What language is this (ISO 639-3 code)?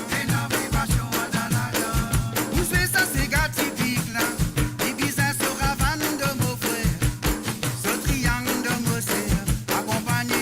mfe